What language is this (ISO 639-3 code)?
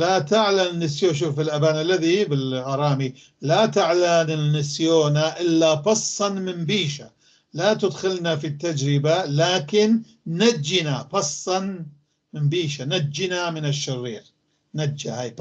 apc